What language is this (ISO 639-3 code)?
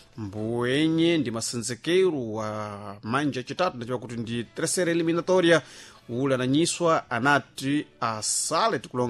seh